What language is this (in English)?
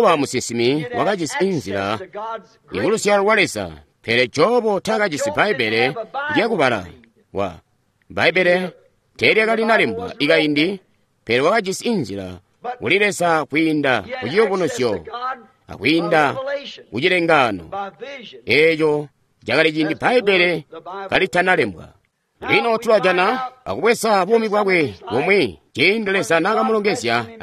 Tonga (Zambia)